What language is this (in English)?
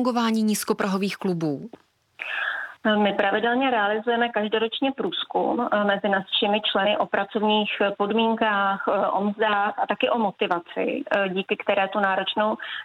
Czech